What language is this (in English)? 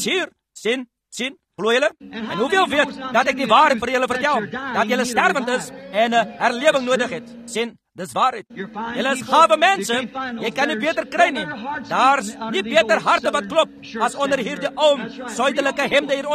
Afrikaans